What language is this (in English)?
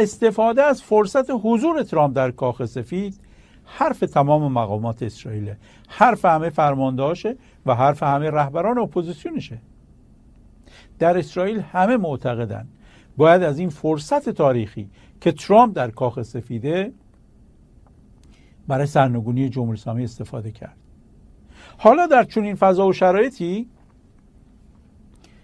Persian